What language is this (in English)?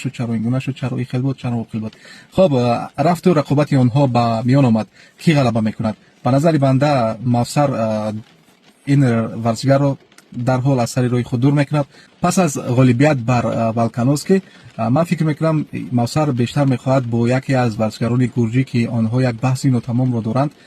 Tajik